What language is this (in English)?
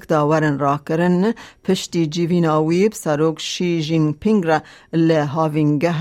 Kurdish